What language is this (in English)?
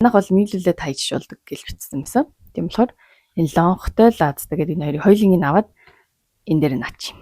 Mongolian